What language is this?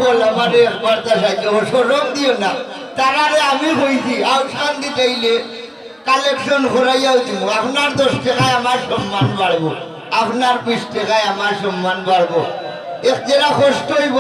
Sylheti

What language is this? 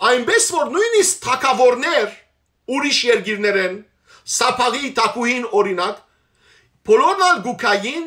Western Armenian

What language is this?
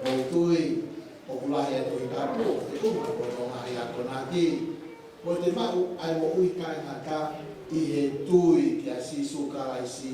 Tongan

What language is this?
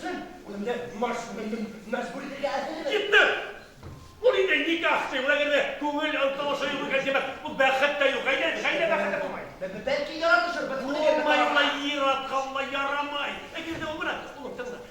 Bashkir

